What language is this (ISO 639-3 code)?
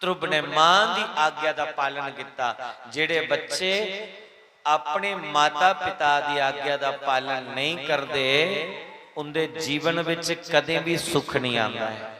doi